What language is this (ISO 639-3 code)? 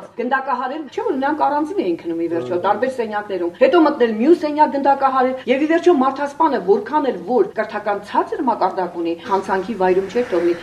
hye